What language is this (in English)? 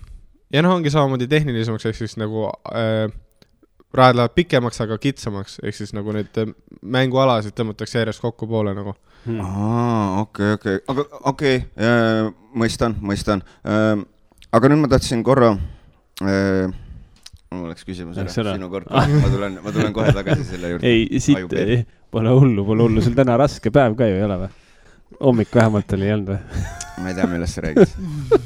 Estonian